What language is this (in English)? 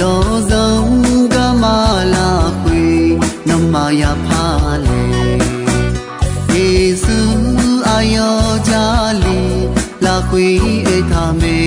Akha